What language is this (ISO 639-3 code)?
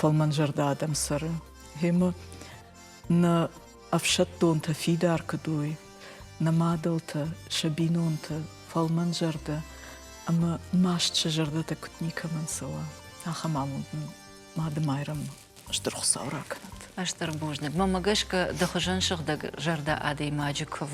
oss